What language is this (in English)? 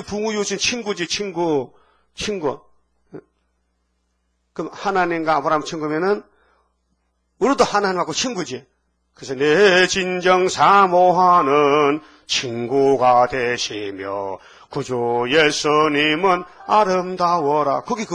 Korean